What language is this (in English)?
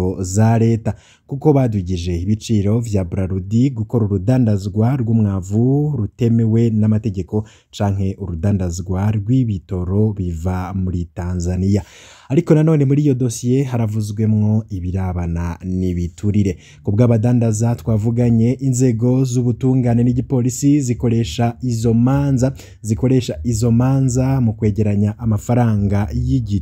Rundi